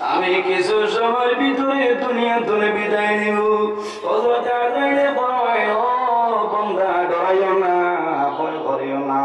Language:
Sylheti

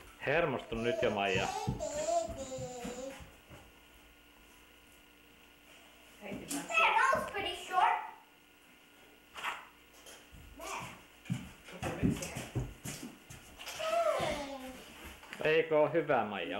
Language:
Finnish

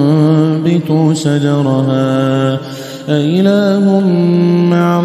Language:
Arabic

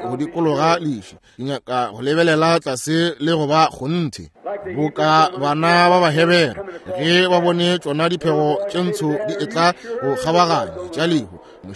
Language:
Northern Sotho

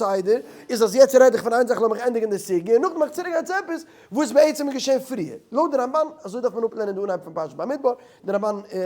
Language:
Yiddish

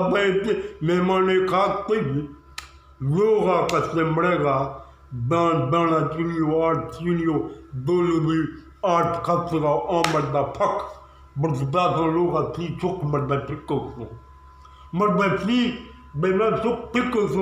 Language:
Eastern Balochi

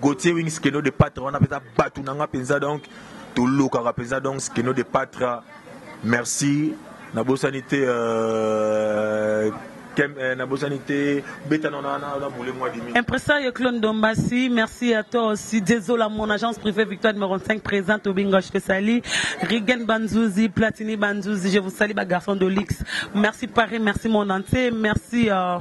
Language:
Lingala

